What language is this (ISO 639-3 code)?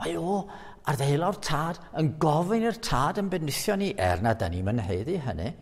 cym